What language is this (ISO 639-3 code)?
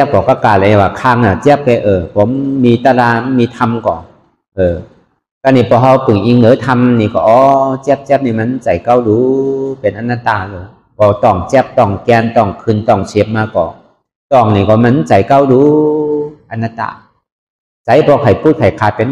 shn